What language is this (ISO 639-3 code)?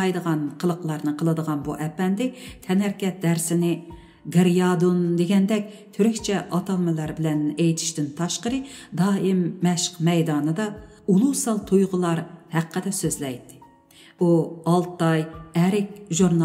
uig